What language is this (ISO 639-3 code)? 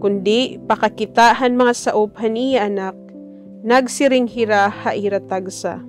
war